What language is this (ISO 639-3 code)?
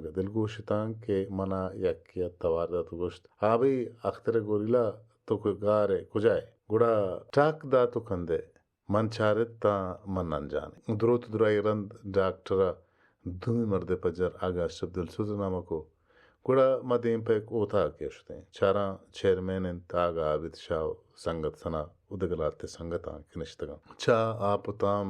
bal